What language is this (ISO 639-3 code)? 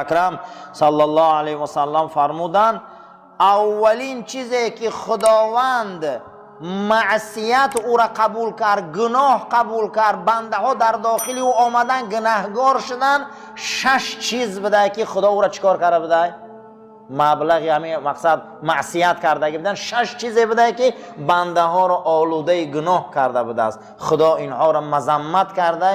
tgk